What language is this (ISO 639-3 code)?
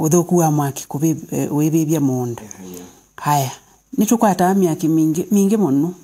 kam